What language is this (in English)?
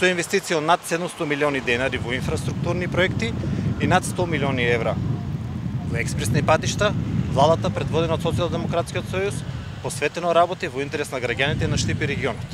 Macedonian